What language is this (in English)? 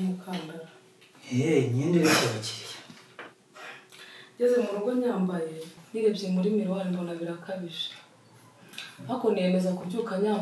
Kinyarwanda